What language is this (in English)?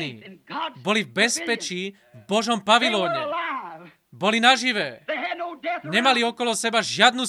Slovak